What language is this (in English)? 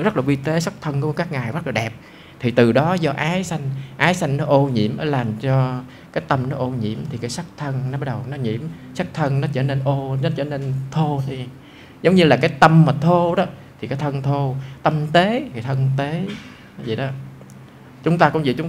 Vietnamese